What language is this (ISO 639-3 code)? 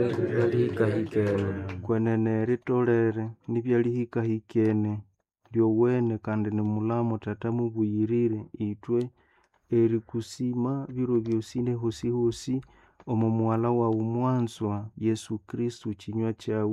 nnb